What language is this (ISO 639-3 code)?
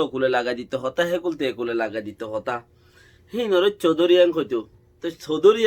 rhg